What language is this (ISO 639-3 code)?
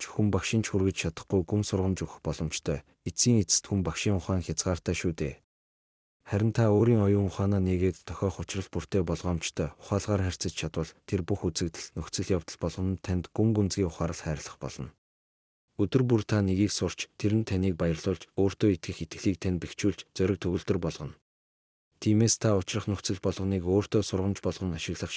mon